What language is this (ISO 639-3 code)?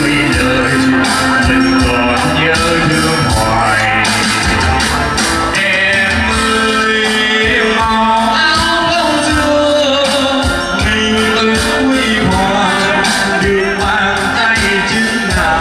vie